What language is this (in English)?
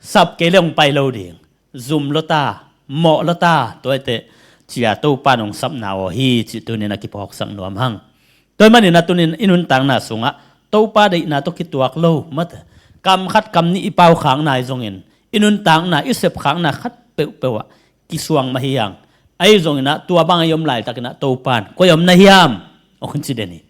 Tedim Chin